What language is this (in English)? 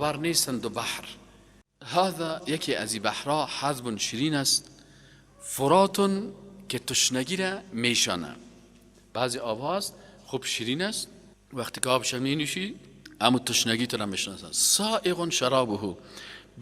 Persian